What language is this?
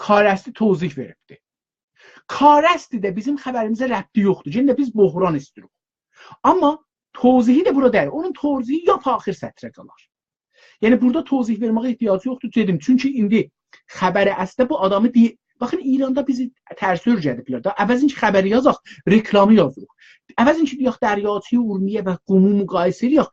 South Azerbaijani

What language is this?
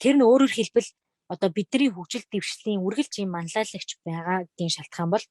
Mongolian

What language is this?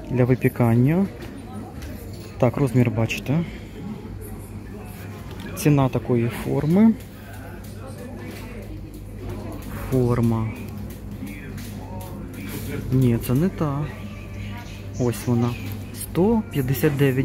Ukrainian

